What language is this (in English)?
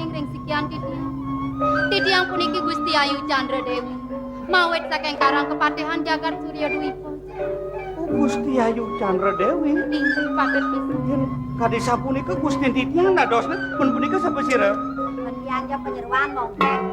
Balinese